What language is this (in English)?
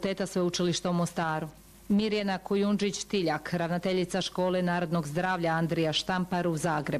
Croatian